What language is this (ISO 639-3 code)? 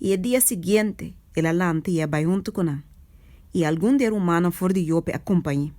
pap